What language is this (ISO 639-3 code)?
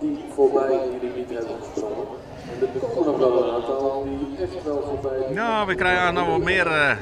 fry